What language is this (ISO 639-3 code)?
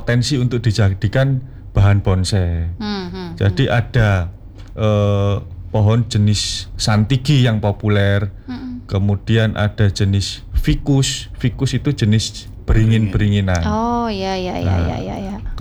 ind